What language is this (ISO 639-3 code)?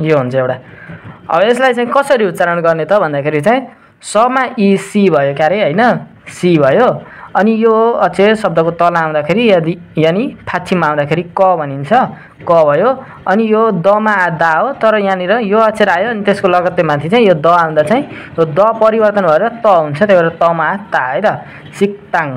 nep